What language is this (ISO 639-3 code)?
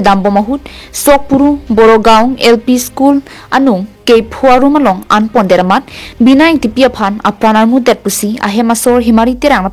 mjw